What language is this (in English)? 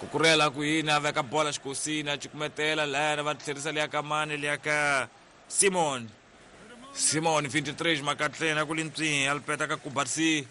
Tsonga